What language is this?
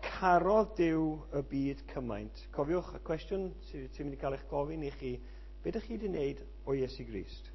Welsh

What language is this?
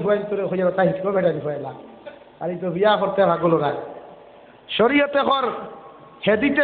Sylheti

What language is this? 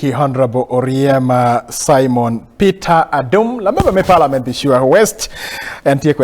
Acoli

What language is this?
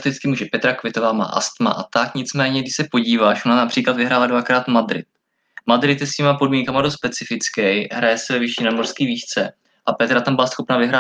Czech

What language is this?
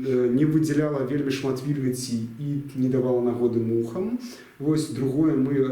Belarusian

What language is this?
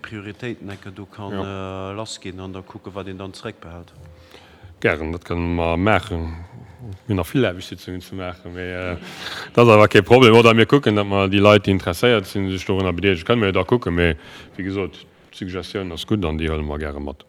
Luxembourgish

